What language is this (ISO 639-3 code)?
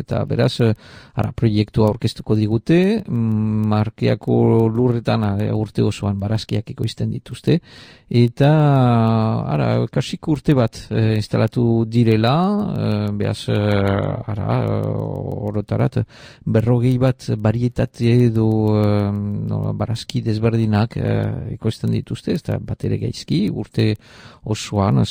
eus